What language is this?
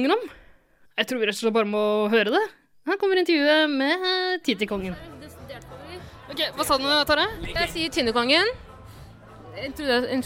Norwegian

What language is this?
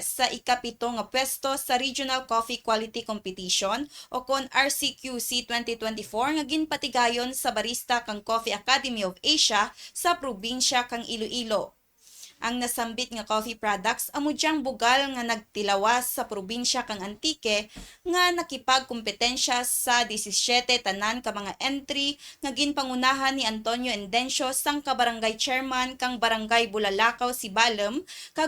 Kinaray-a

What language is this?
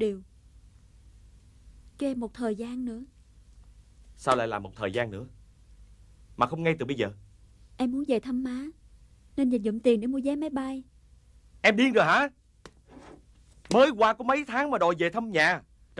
Vietnamese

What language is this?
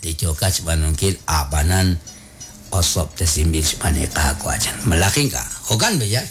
Kekchí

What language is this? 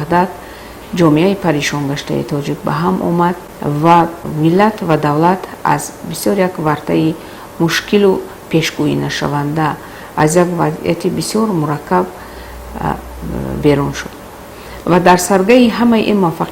Tajik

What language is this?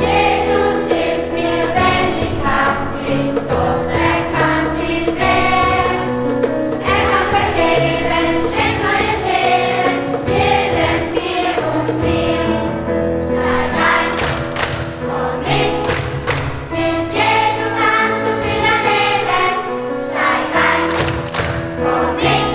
Swiss German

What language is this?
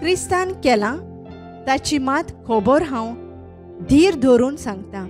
Konkani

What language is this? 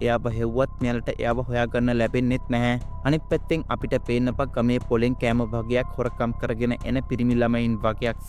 Sinhala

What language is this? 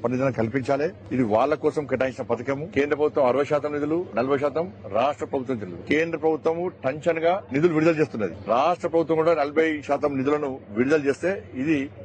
Telugu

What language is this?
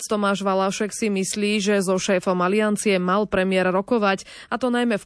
Slovak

